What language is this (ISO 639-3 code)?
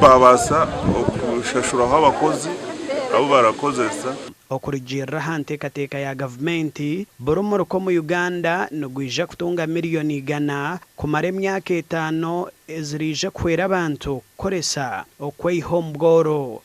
nyn